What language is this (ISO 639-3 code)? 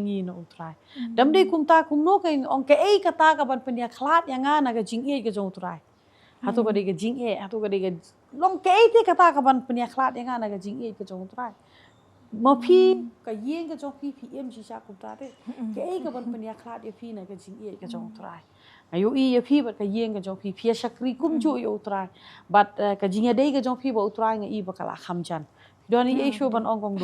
kha